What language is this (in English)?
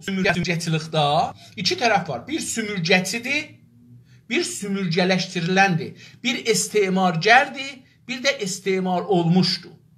South Azerbaijani